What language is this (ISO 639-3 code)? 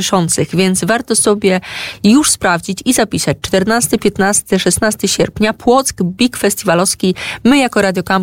pol